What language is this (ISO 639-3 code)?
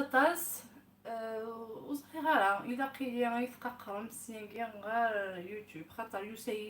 kab